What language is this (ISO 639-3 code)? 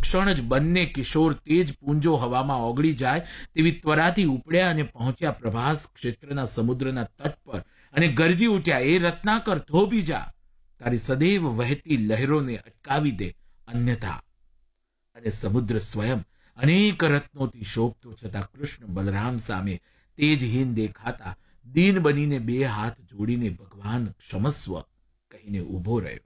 guj